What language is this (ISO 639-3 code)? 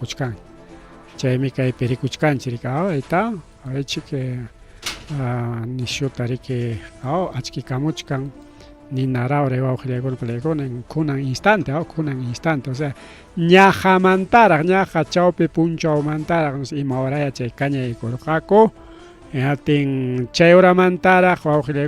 quy